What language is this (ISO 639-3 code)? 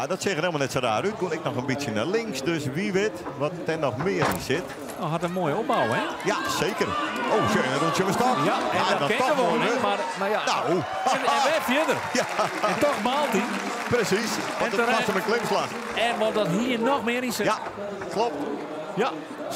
fry